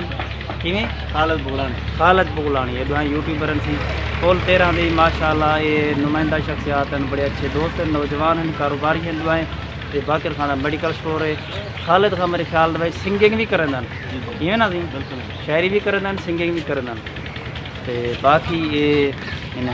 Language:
Saraiki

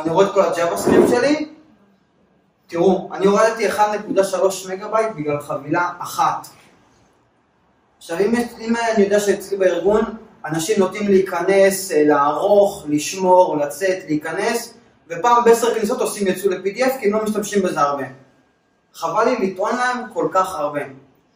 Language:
Hebrew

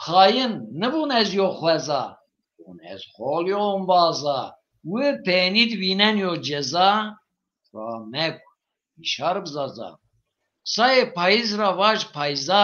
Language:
Zaza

